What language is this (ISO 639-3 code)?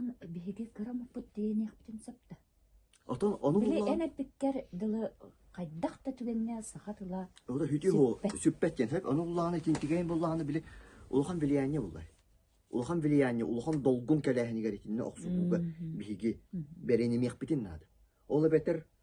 sah